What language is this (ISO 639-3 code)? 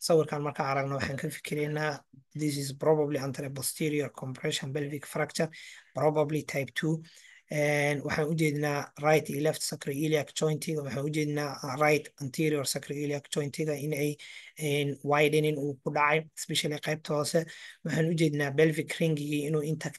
som